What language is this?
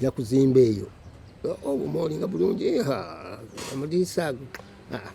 Ganda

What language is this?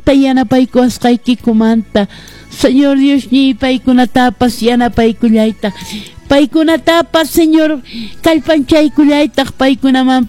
Quechua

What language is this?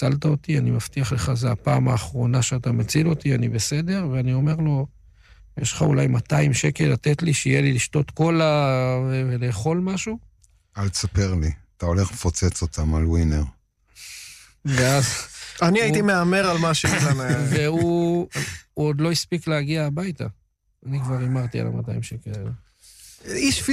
Hebrew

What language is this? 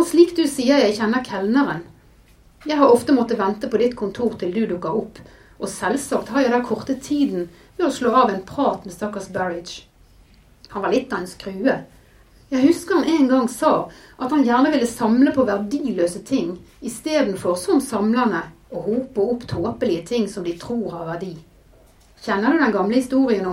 Norwegian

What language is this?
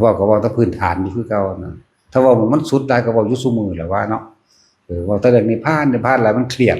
Northeastern Thai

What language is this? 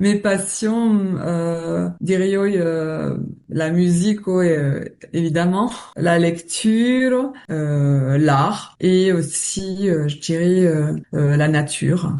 Occitan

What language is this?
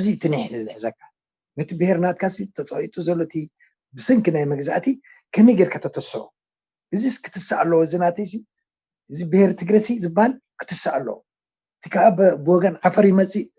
Tigrinya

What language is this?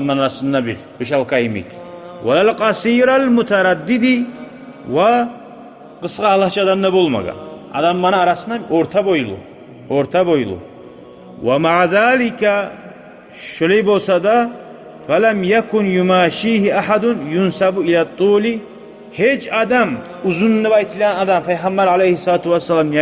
Kumyk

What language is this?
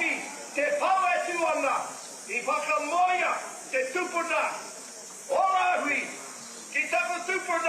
Māori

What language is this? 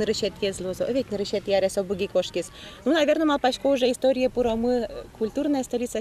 Udmurt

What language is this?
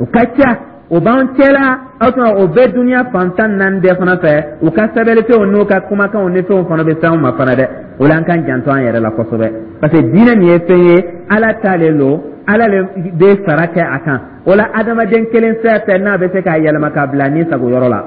Dyula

